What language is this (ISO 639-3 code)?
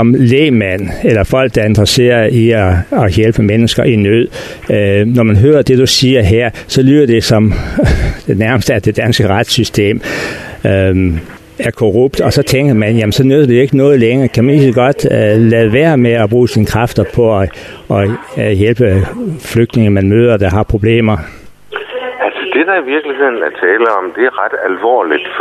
dan